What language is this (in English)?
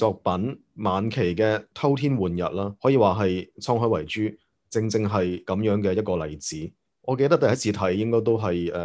Cantonese